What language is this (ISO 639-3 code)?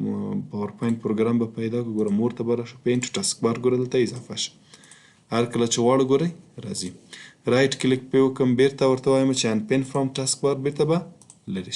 pus